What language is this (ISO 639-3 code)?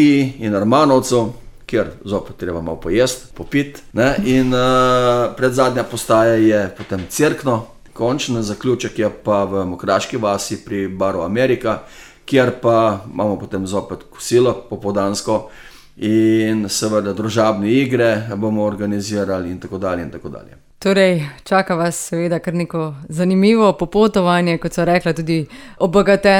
slv